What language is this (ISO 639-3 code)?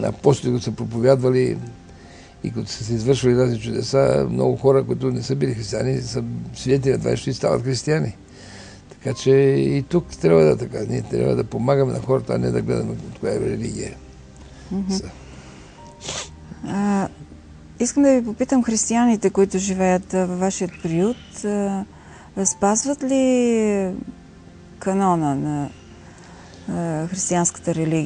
bul